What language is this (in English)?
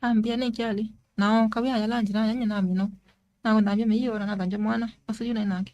Kamba